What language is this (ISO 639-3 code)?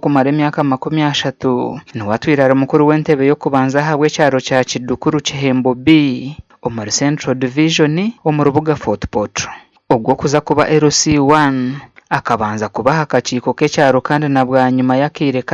nyn